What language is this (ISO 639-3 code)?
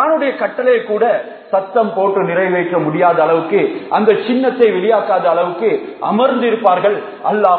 tam